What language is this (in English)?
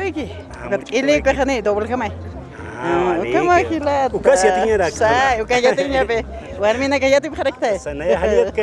Aymara